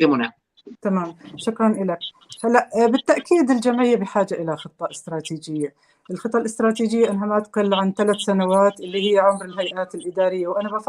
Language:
North Levantine Arabic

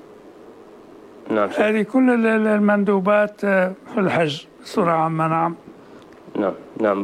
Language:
Arabic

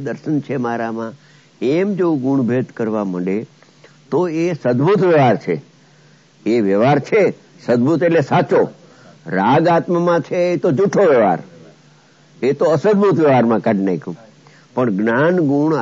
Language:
Gujarati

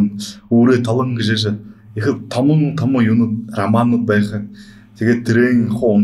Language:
Buriat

